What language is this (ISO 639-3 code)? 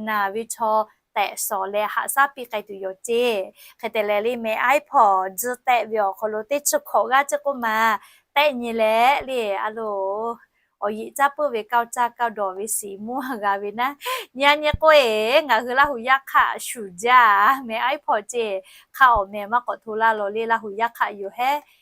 lhu